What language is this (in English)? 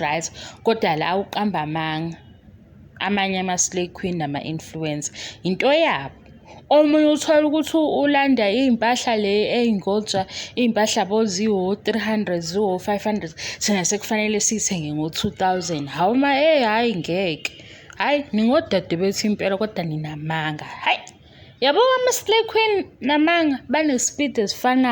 Zulu